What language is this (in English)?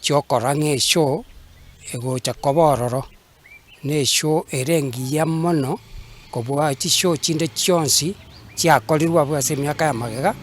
Gusii